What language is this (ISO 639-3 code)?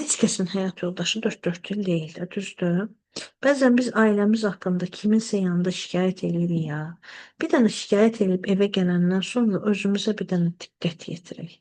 aze